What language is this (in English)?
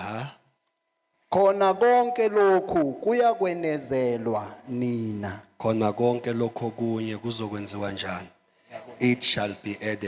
Zulu